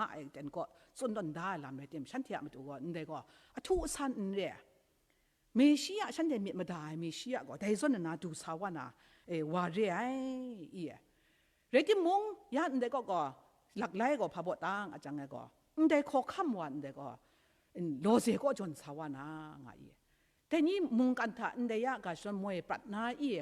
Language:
Kachin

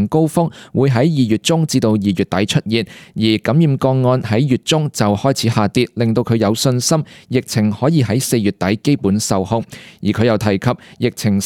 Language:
Cantonese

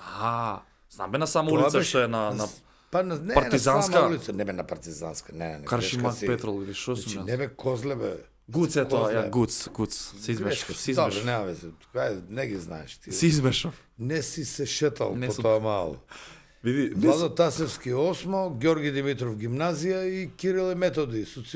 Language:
Macedonian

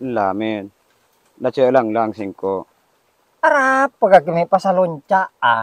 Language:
Madurese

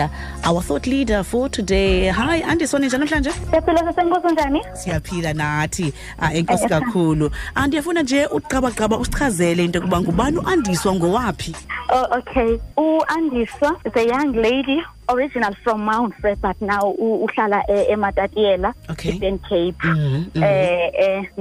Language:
Xhosa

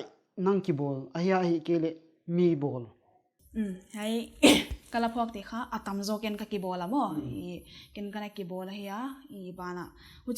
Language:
Paite Chin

